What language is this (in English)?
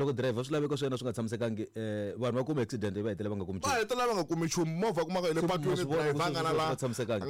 Tsonga